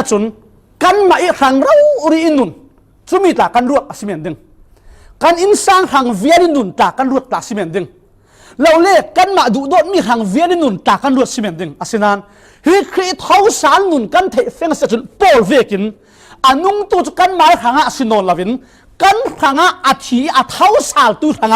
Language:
Falam Chin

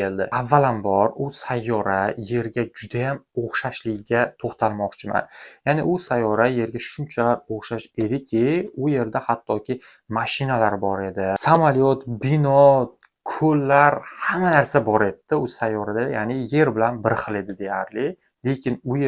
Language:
Uzbek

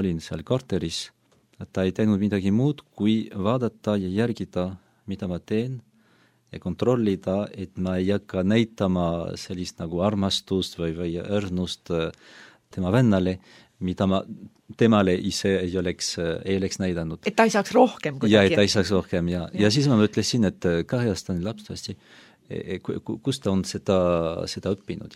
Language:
Estonian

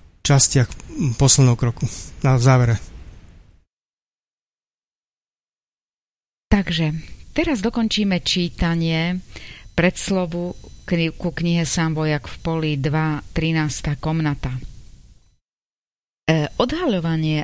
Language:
Slovak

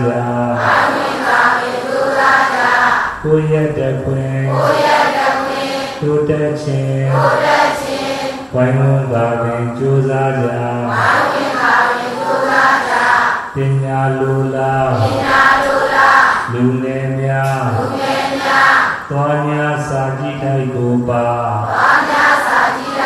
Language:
Burmese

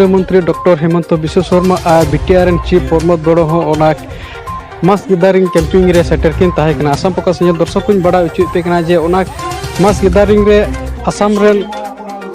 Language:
Santali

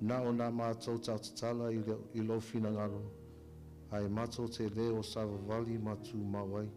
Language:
Samoan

